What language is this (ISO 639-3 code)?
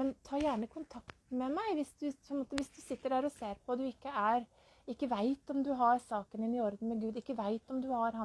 nor